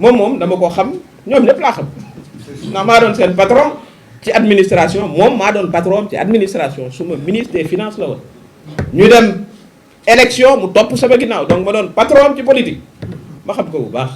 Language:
Wolof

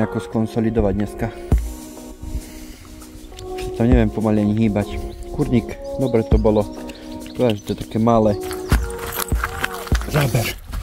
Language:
Slovak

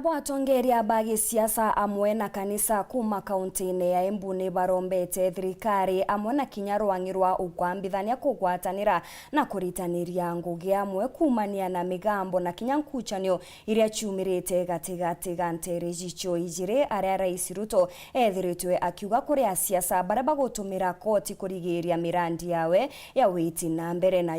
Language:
Meru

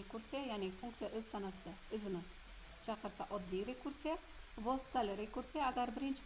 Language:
Uzbek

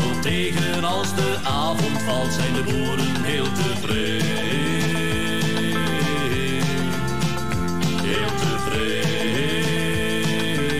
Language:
Dutch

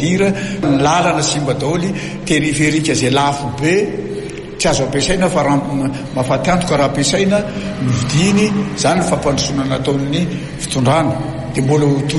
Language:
Malagasy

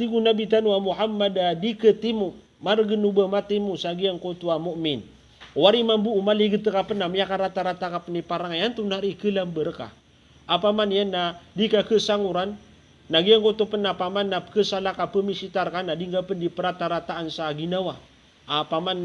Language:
Maranao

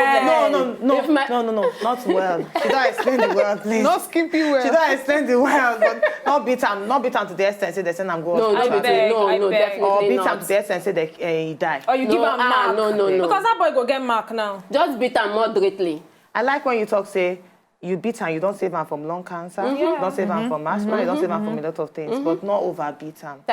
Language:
Nigerian Pidgin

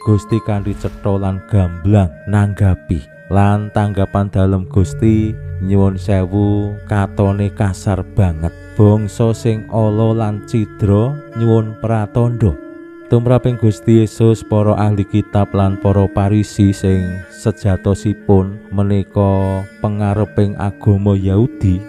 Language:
Javanese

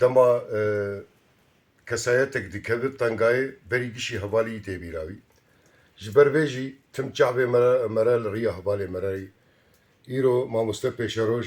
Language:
Kurdish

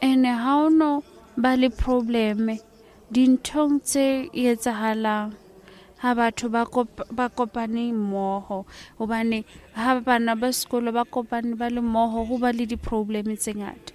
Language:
Southern Sotho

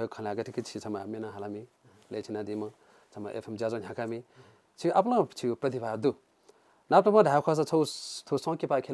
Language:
Newari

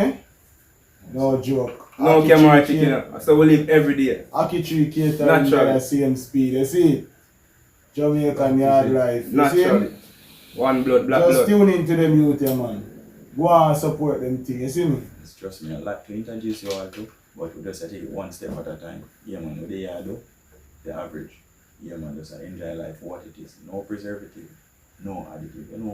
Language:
Jamaican Creole English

